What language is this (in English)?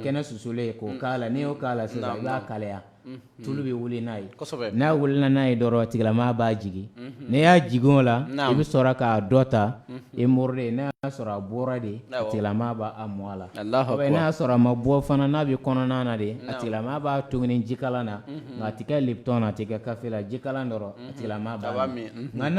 Bambara